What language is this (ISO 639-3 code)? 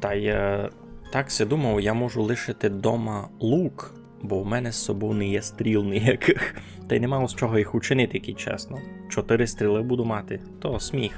rue